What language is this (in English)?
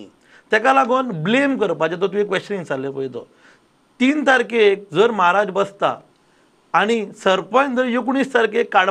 Konkani